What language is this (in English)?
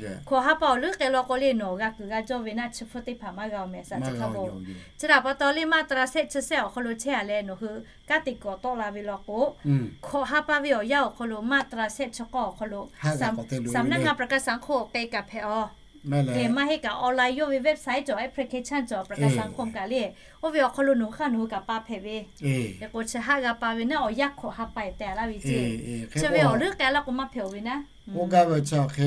Lahu